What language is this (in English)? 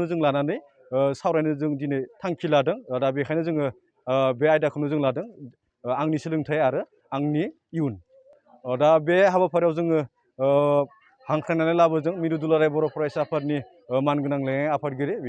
Bodo